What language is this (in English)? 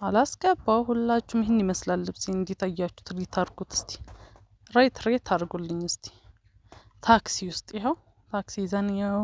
Amharic